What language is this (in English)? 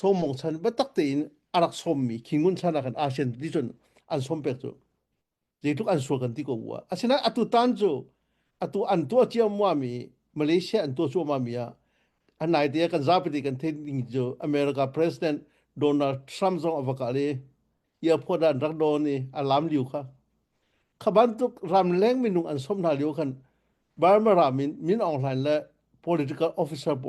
Hakha Chin